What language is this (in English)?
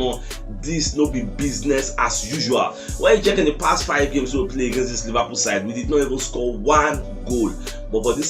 Nigerian Pidgin